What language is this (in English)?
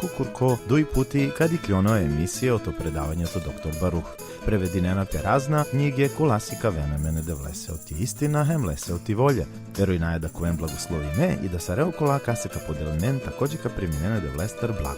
Balkan Romani